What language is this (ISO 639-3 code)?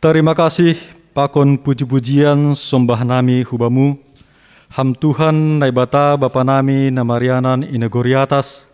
bts